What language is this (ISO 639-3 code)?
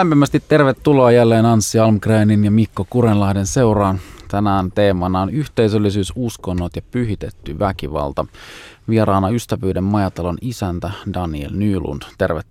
fin